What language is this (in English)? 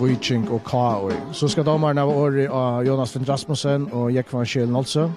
Faroese